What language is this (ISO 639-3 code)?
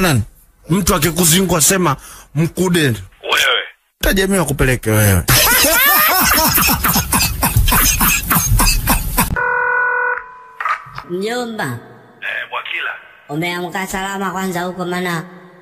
swa